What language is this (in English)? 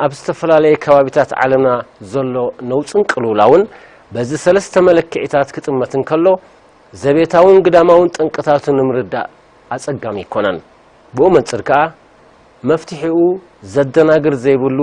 Tigrinya